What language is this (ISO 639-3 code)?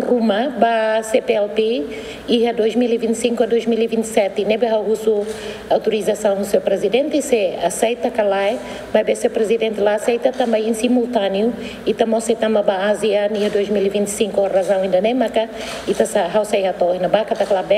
tet